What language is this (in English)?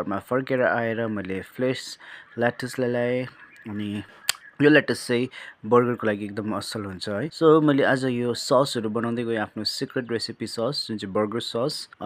Nepali